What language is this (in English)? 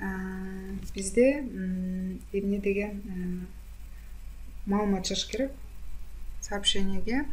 Kyrgyz